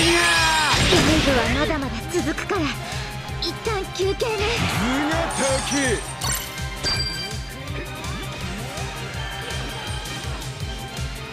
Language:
Japanese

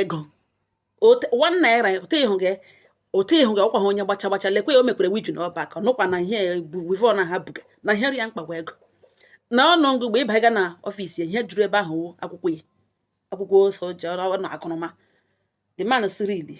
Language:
Igbo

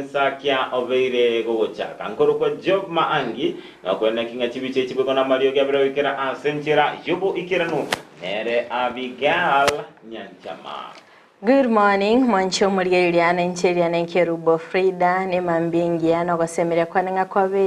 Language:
Gusii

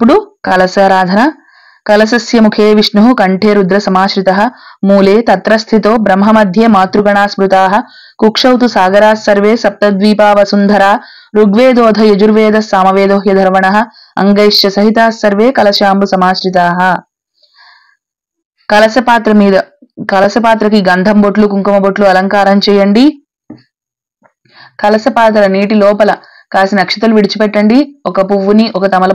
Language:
Telugu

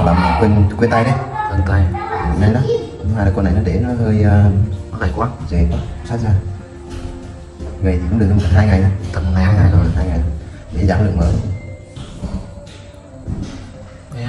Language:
Vietnamese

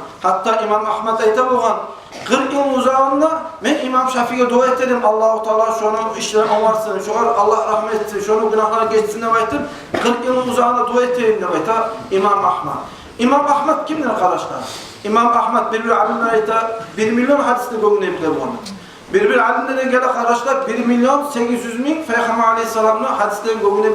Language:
Kumyk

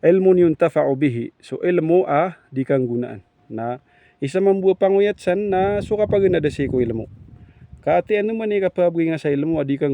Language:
Maranao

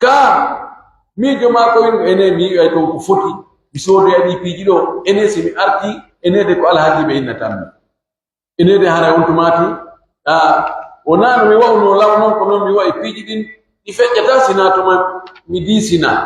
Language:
Pular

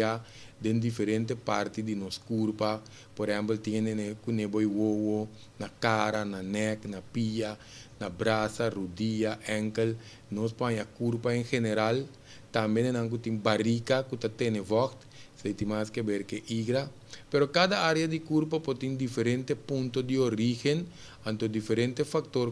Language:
Papiamento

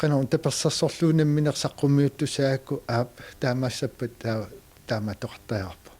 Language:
Kalaallisut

